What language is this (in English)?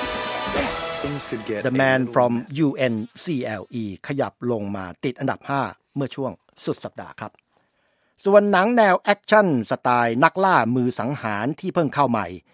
Thai